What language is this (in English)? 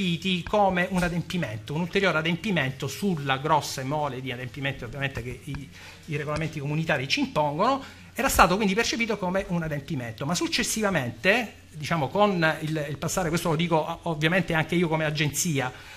Italian